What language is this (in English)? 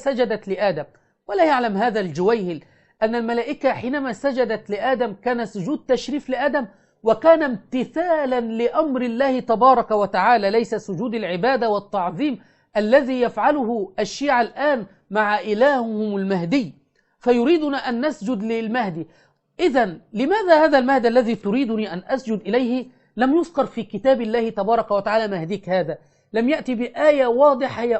Arabic